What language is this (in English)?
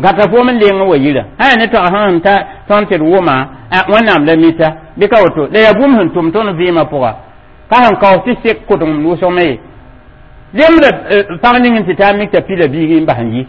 Mossi